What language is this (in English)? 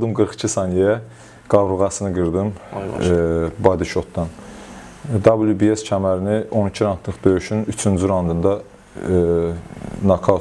Azerbaijani